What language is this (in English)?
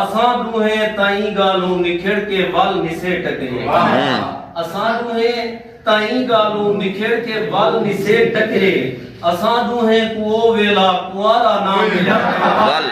Saraiki